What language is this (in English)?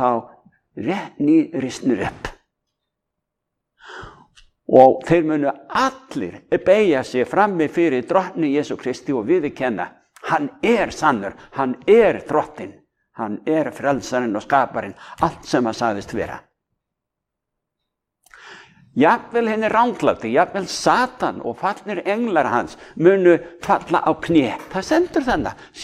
Icelandic